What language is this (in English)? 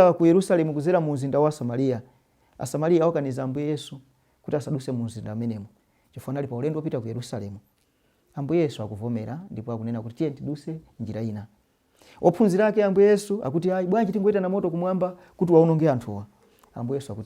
Nyanja